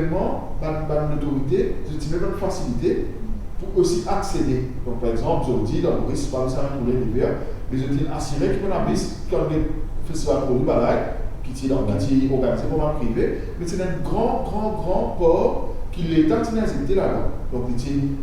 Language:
Morisyen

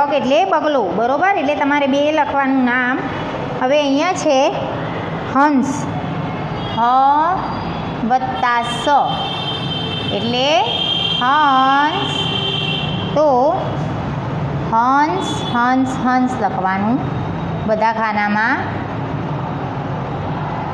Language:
Gujarati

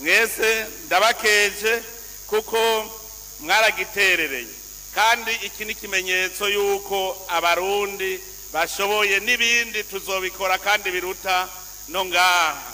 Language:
Rundi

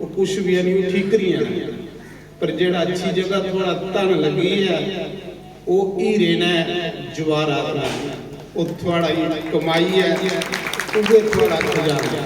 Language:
Dogri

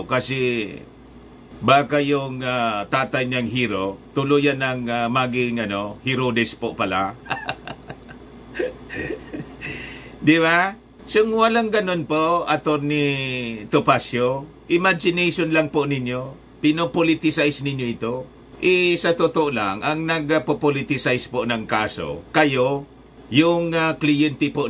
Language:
Filipino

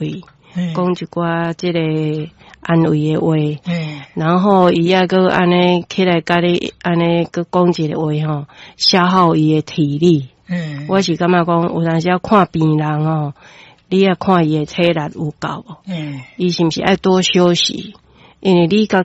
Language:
Min Nan Chinese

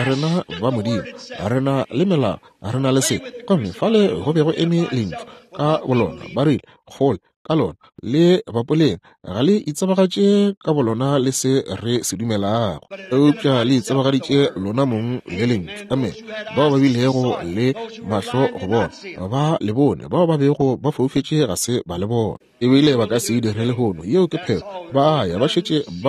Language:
Northern Sotho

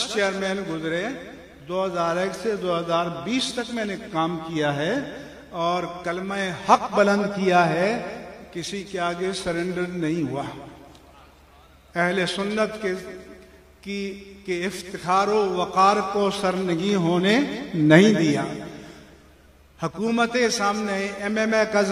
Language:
Urdu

